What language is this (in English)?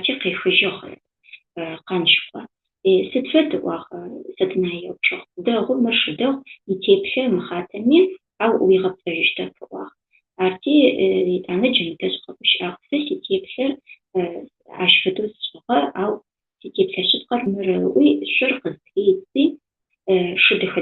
Adyghe